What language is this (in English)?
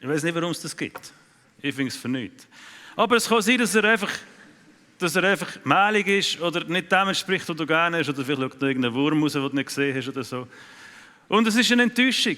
Swiss German